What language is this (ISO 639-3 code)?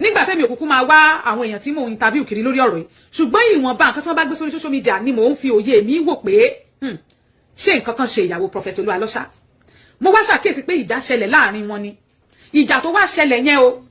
yor